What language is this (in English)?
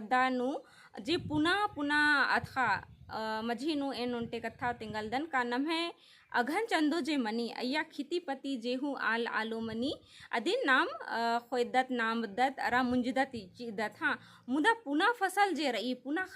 Kurukh